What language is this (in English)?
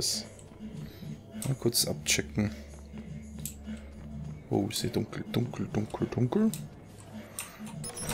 German